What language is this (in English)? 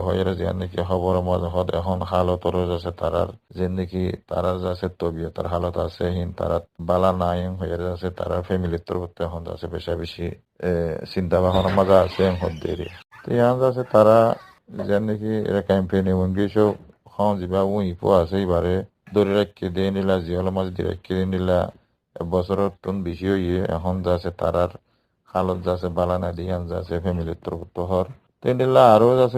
Rohingya